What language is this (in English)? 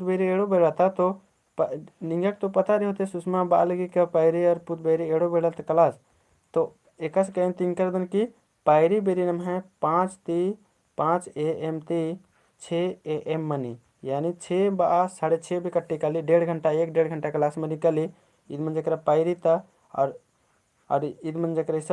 Kurukh